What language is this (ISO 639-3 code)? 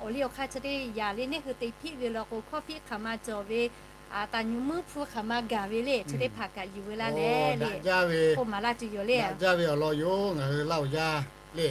lhu